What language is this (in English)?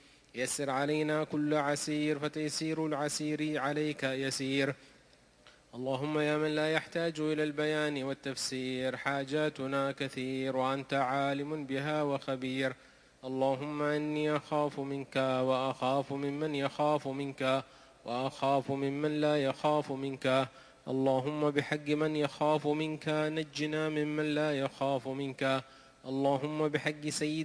Arabic